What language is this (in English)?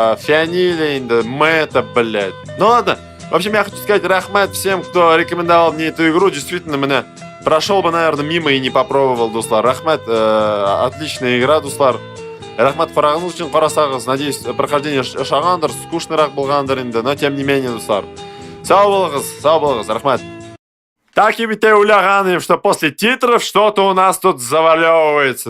Tatar